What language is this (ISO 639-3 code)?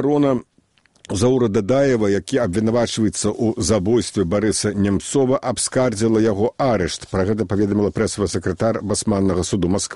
bel